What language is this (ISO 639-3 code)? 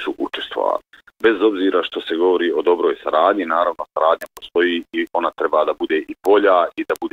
bos